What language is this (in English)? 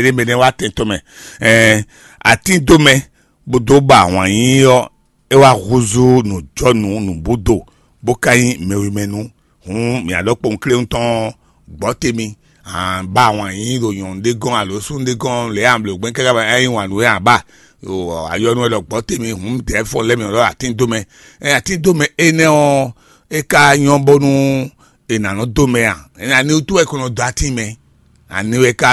Fon